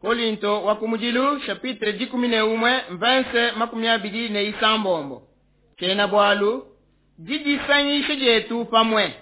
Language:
Luba-Lulua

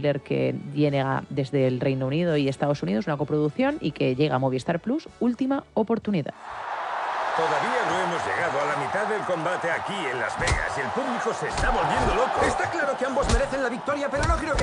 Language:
Spanish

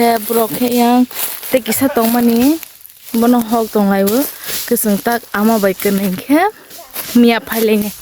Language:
Kok Borok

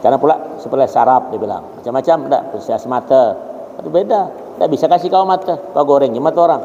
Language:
Banjar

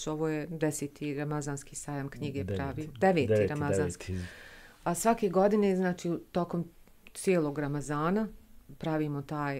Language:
Bosnian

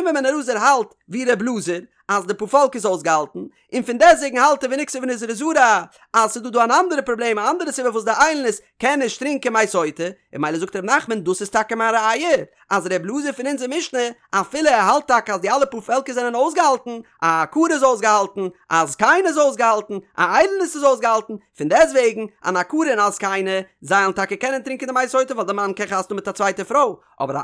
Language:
Yiddish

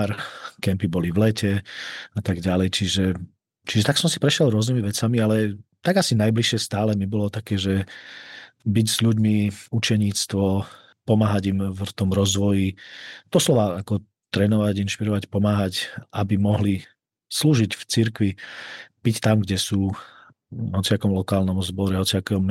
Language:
Slovak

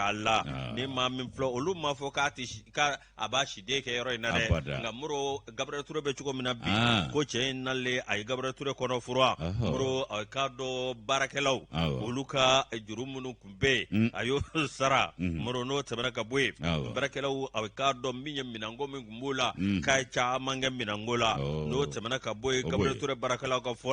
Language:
Bambara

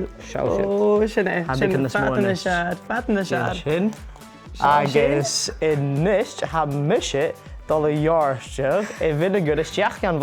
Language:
Scottish Gaelic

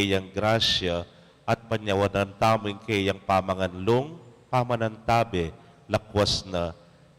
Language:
Pampanga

